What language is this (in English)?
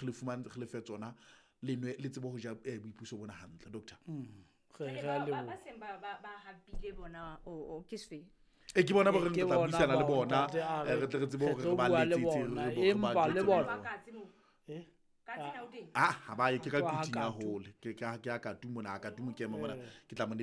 Southern Sotho